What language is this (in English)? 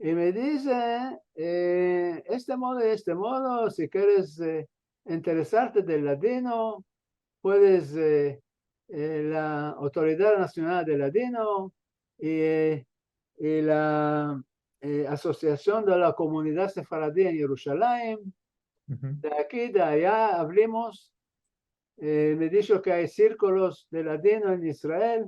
Ladino